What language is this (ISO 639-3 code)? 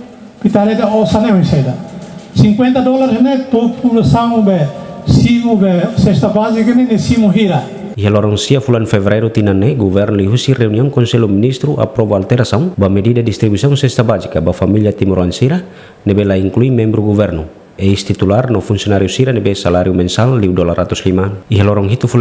tet